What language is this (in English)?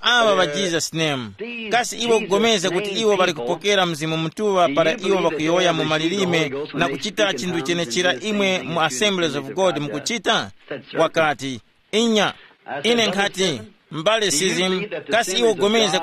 Tumbuka